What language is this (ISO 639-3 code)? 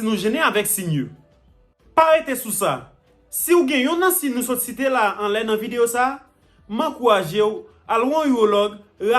hat